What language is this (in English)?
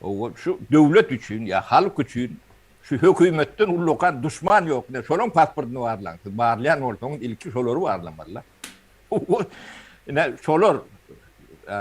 Turkmen